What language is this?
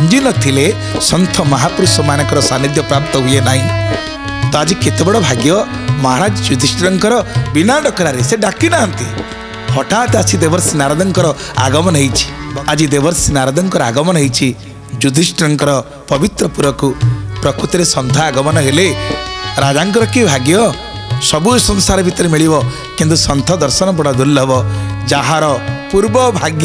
Odia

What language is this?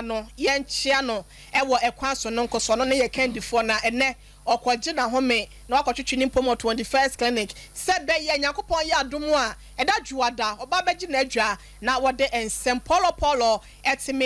Akan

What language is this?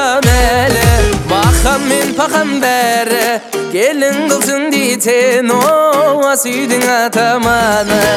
Kazakh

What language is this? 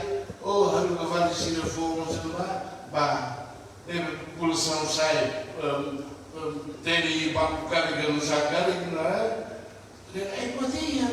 Tetum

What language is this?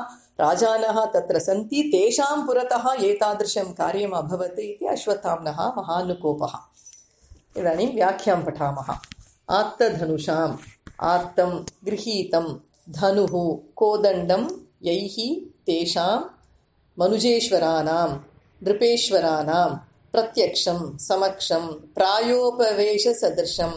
Sanskrit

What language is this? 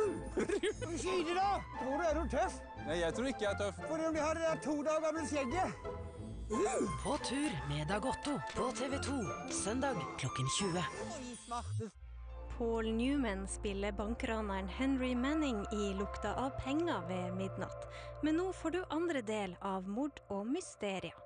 Norwegian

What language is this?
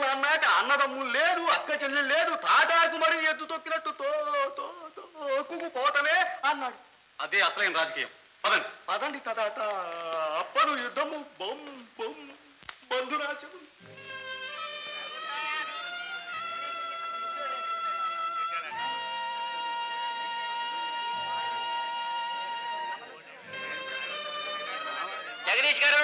Telugu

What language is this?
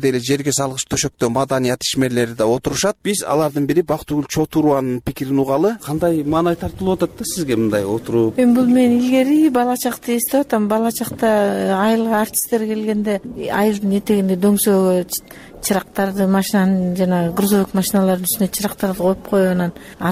Kyrgyz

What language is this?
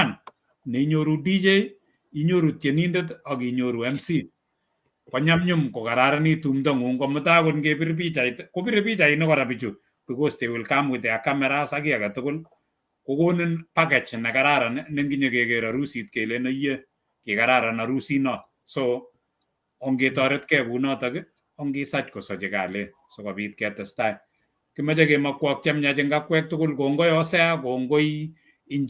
Kalenjin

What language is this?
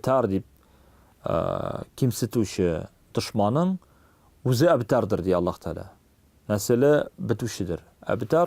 Tatar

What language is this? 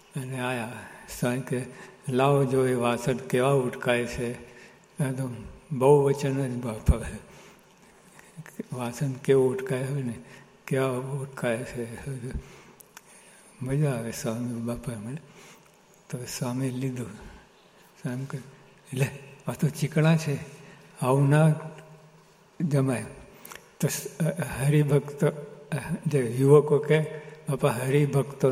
Gujarati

